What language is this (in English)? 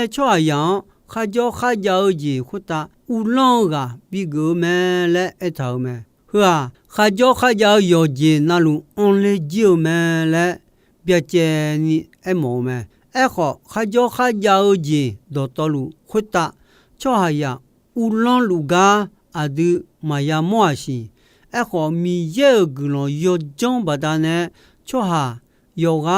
Akha